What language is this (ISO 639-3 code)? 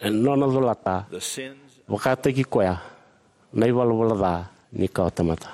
fij